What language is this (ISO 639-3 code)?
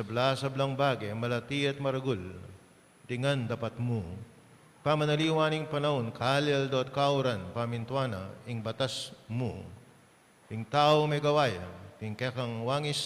pam